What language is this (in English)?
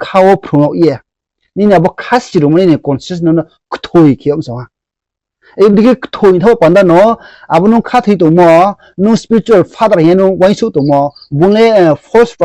Riang (India)